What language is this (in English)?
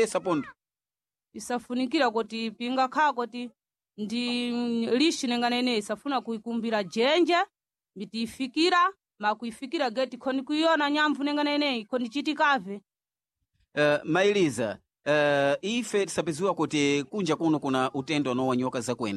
Sena